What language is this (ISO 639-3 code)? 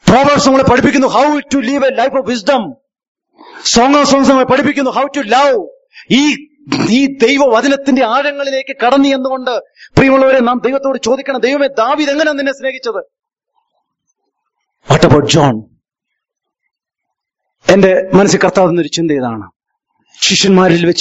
mal